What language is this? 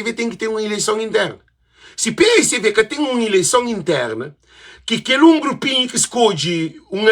Kabuverdianu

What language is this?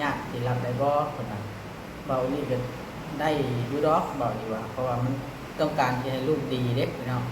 Lao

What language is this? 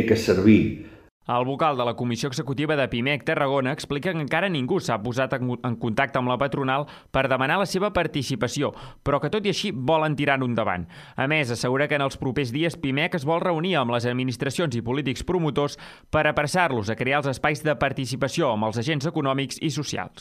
Catalan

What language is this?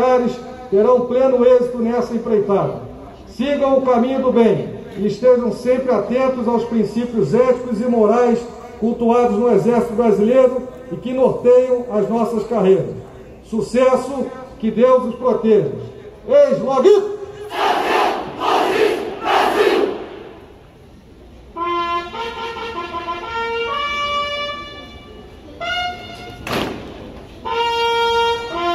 Portuguese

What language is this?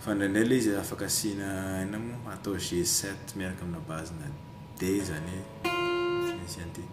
Malagasy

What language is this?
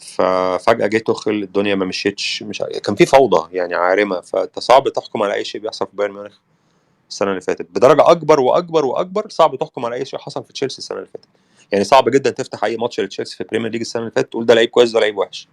Egyptian Arabic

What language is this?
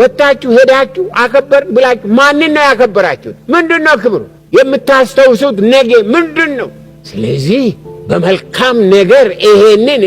Amharic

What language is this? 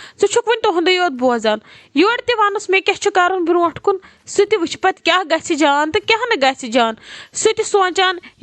Kashmiri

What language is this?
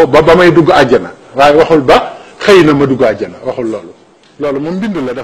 Wolof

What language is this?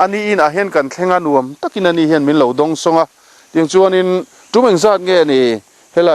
Mizo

